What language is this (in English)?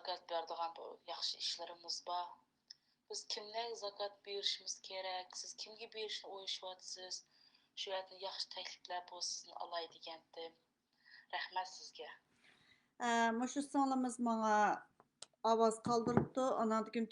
Uyghur